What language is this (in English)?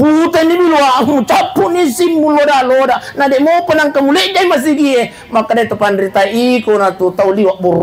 Buginese